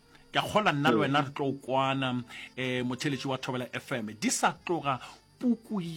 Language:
Northern Sotho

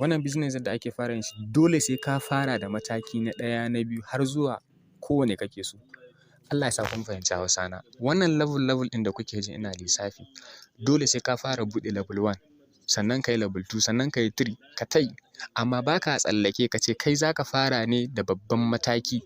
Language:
Hausa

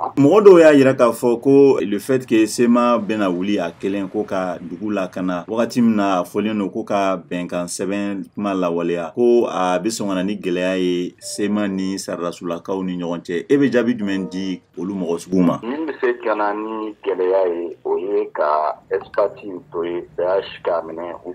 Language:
Bambara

